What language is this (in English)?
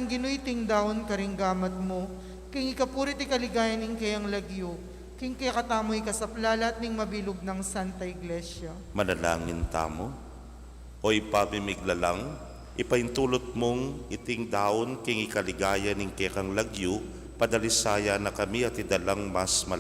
Pampanga